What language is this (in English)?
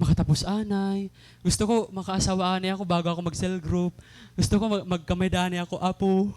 Waray